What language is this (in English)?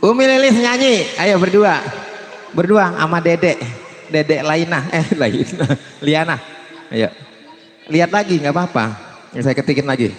Betawi